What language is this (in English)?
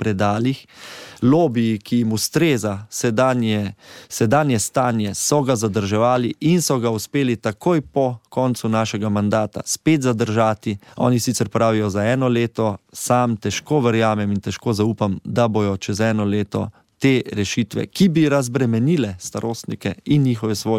Slovenian